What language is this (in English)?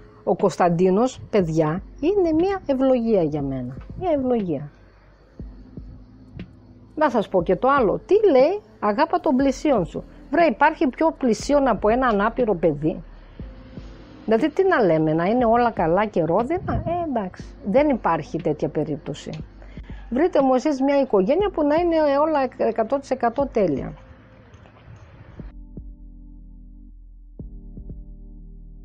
Greek